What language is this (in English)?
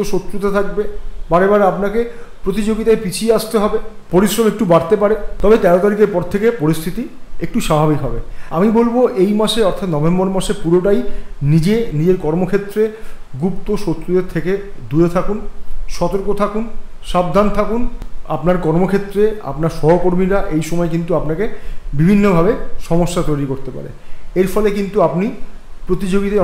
Bangla